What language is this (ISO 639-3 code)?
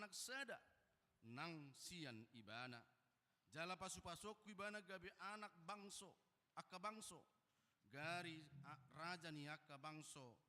bbc